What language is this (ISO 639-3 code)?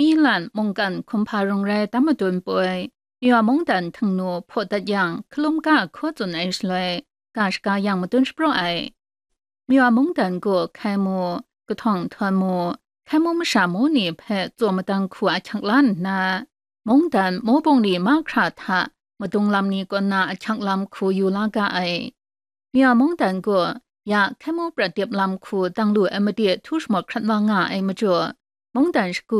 kac